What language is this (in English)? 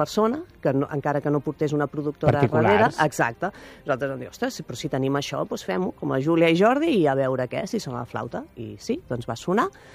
Catalan